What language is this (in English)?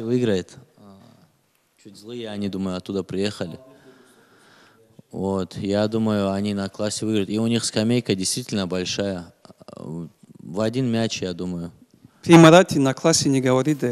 Russian